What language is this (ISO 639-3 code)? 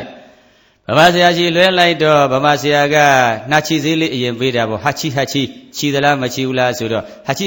mya